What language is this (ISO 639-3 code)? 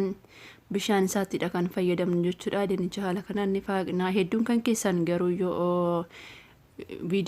orm